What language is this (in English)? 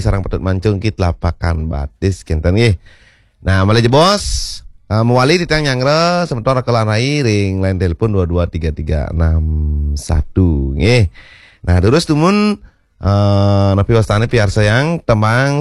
Balinese